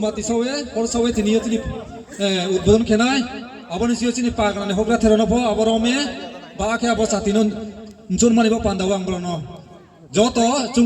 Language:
Riang (India)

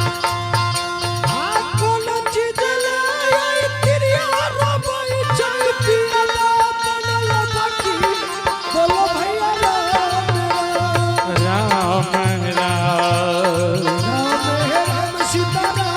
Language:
Angika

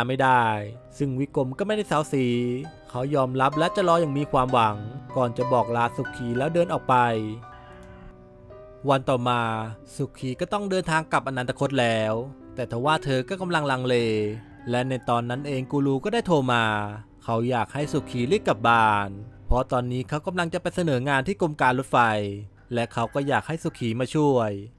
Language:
Thai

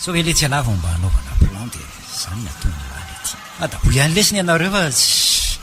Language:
Malagasy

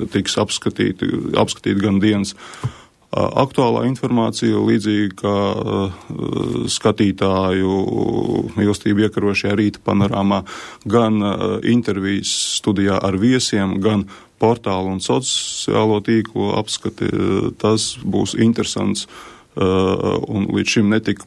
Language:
Latvian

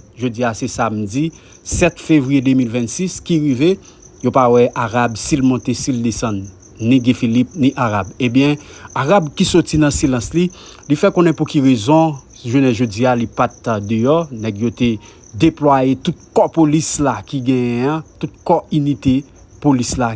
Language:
Haitian Creole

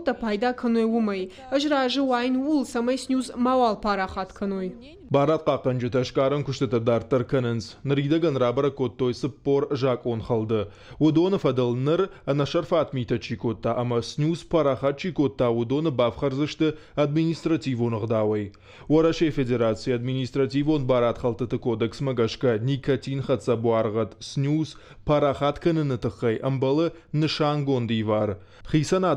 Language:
Ossetic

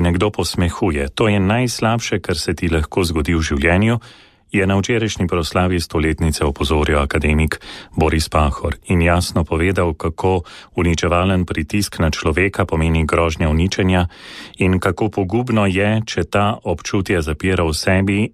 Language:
Slovenian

